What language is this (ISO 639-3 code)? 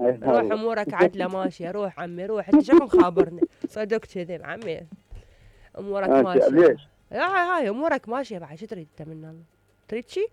acm